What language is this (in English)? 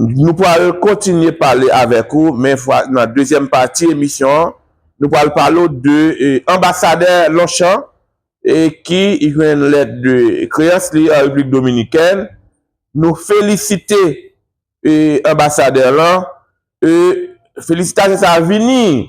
Haitian Creole